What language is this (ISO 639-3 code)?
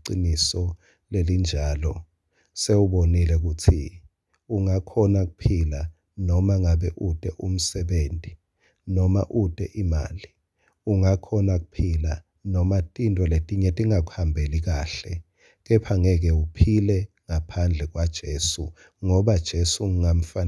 ssw